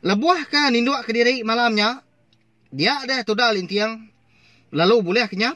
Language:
Iban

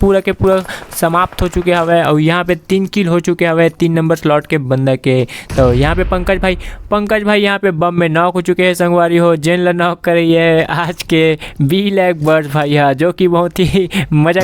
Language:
Chhattisgarhi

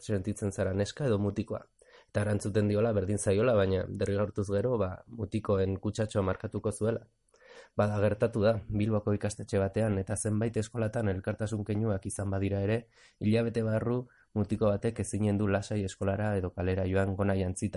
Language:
Basque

